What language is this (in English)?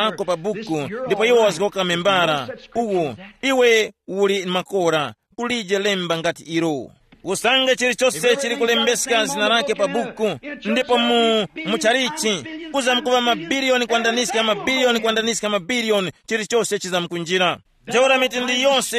Tumbuka